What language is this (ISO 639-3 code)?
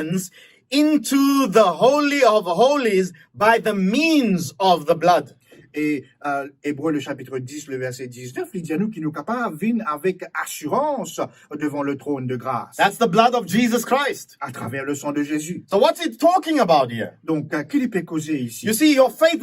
mfe